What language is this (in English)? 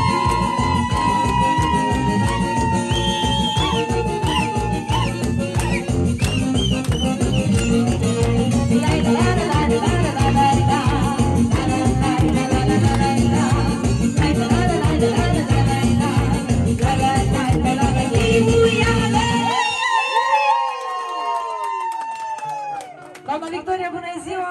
Romanian